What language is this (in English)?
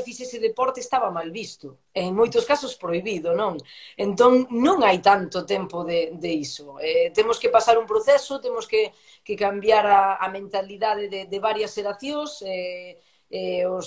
Galician